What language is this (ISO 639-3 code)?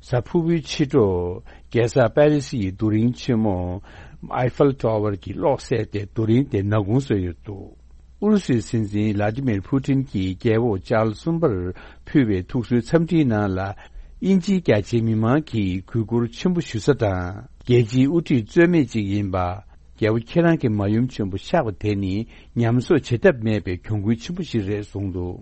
bod